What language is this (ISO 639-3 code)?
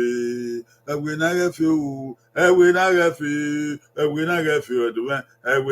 bin